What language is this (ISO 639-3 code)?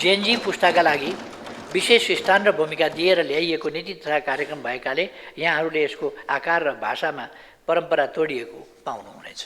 nep